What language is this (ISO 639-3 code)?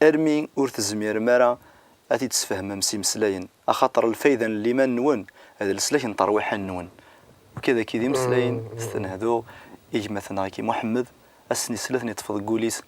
kab